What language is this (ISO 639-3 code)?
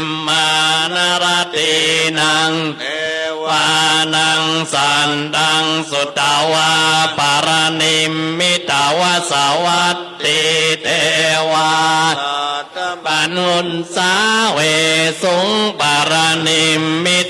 pli